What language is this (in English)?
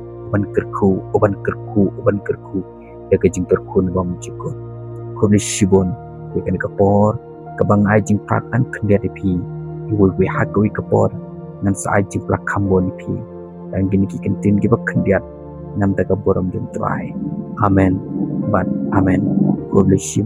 Khasi